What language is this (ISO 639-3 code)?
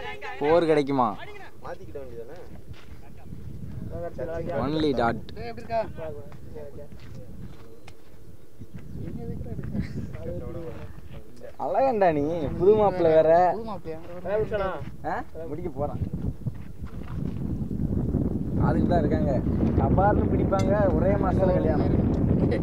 tam